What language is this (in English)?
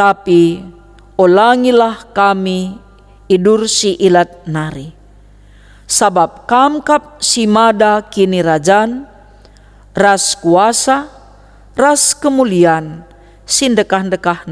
Batak Karo